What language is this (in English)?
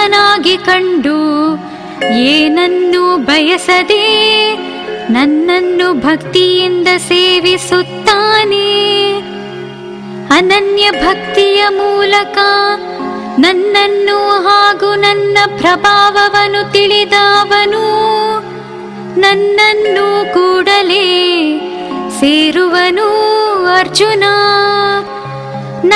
Kannada